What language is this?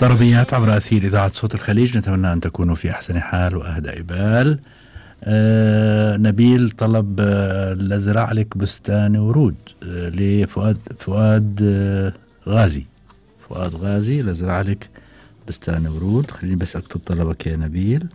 Gulf Arabic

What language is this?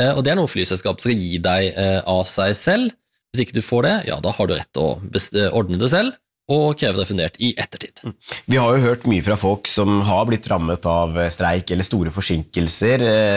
Norwegian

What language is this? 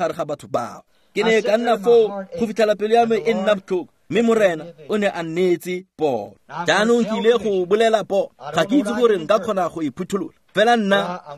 Tswana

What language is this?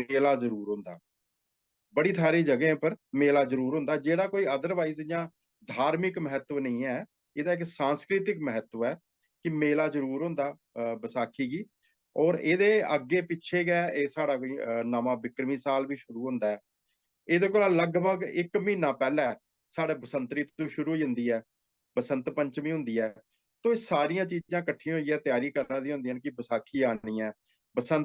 Dogri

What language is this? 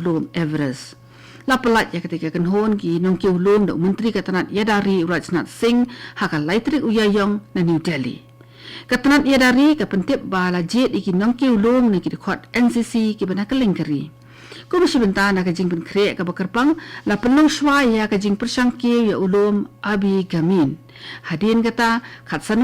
Khasi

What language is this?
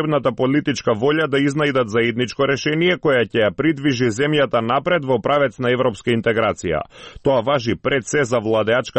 Macedonian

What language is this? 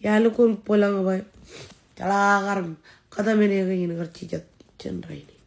Marshallese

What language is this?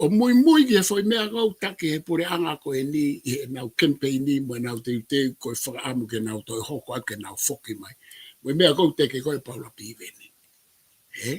Tongan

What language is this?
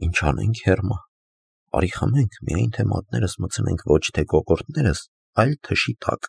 Armenian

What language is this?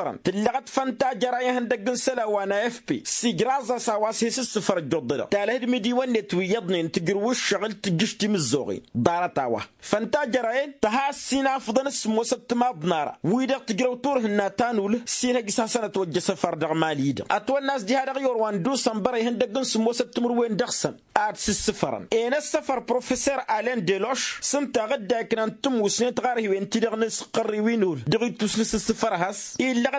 Tamasheq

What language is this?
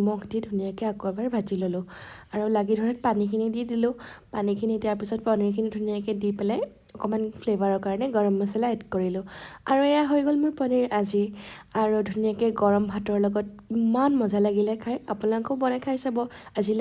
Assamese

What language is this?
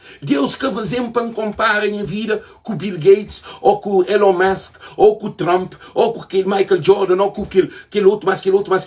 Kabuverdianu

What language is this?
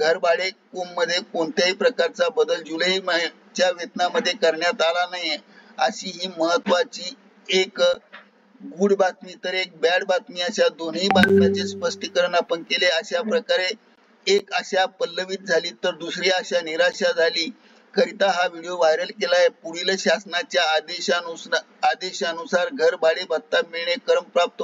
Marathi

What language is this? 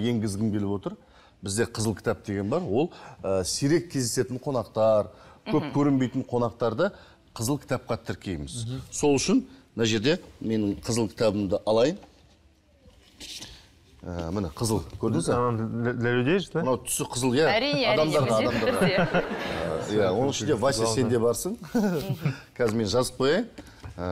Kazakh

